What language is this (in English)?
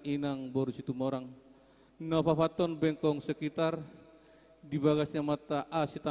Batak Toba